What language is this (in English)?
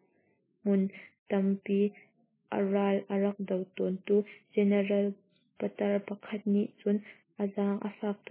Hakha Chin